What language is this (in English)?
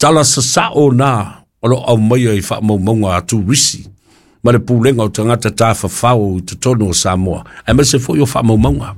Samoan